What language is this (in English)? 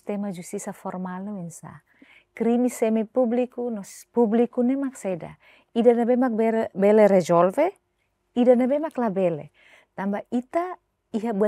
Tetum